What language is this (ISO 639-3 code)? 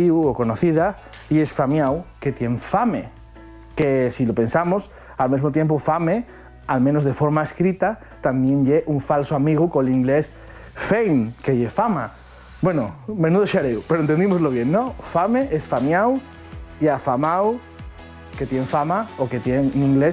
ast